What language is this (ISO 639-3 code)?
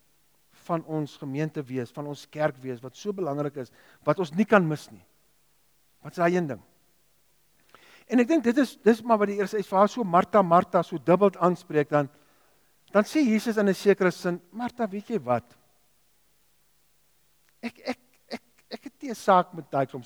afr